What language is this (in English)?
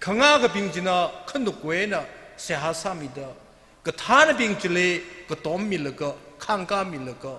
Tangkhul Naga (India)